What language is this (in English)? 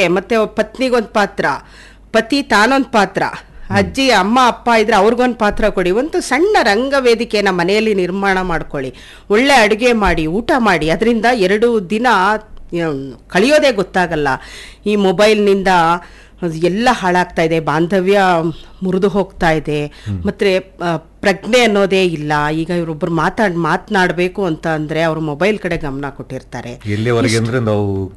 Kannada